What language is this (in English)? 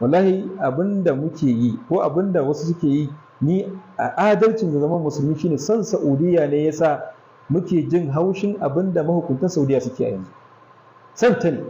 Hausa